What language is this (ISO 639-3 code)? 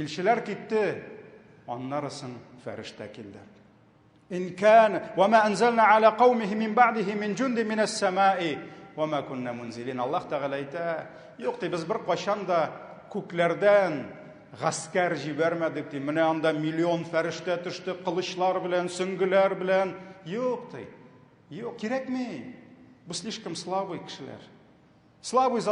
tat